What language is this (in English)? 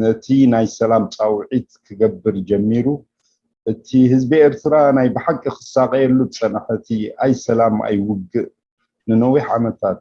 Tigrinya